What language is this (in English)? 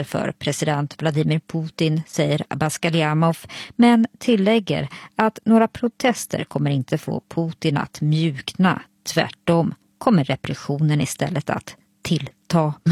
Swedish